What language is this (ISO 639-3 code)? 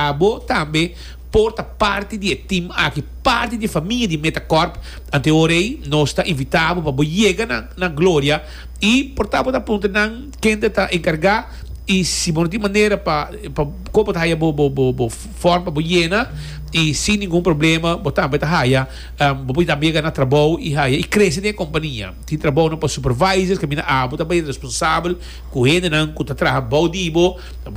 pap